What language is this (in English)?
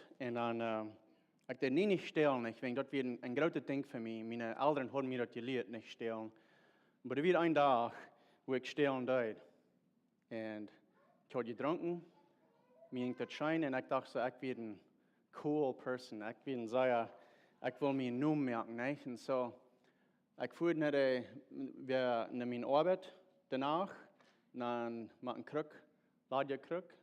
Plautdietsch